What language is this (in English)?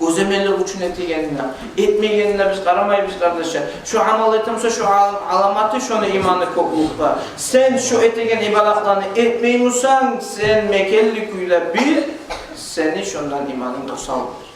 Kumyk